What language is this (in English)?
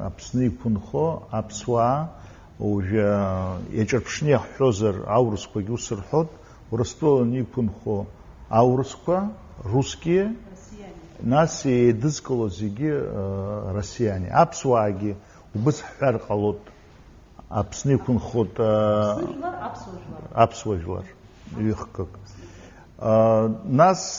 Abkhazian